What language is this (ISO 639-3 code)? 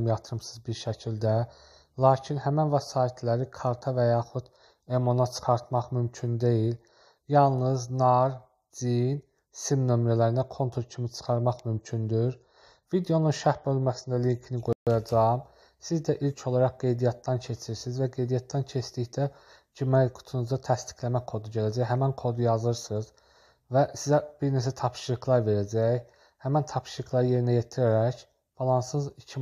aze